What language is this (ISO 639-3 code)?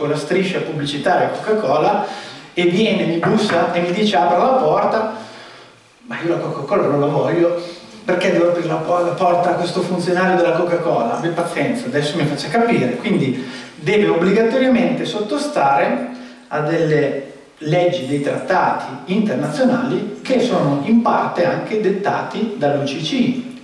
ita